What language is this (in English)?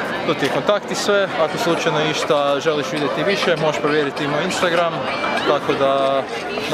Croatian